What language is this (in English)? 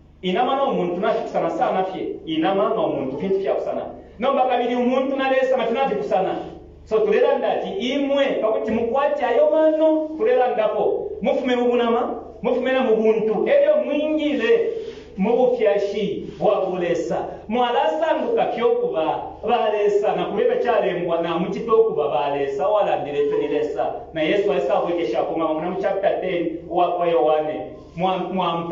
Bemba